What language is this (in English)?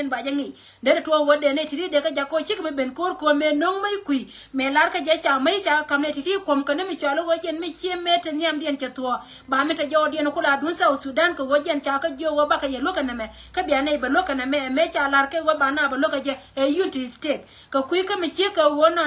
Nuer